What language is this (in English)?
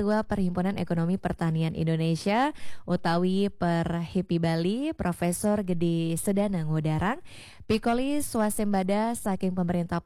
Balinese